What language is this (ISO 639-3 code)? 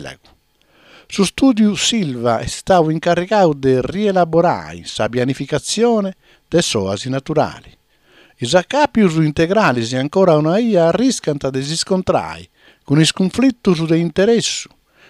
srd